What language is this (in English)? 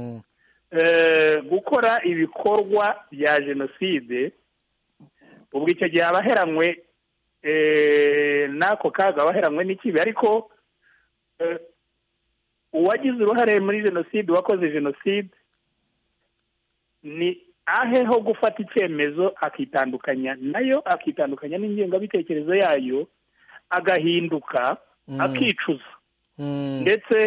Kinyarwanda